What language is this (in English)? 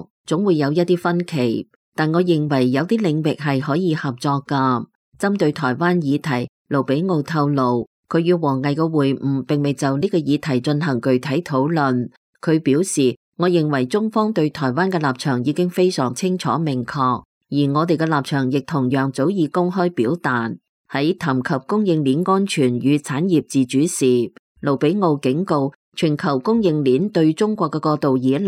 Cantonese